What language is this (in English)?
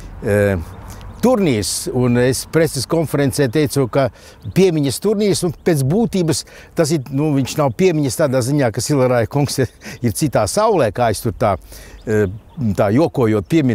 Latvian